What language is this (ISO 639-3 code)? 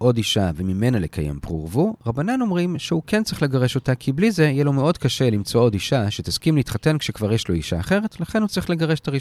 heb